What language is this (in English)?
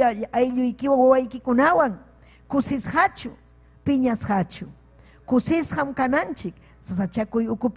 Ayacucho Quechua